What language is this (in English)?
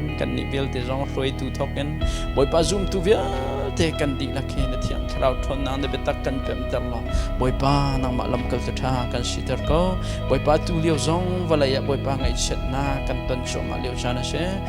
Hakha Chin